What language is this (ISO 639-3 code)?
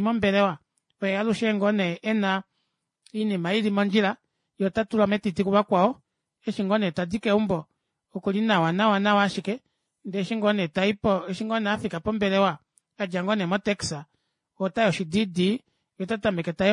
kua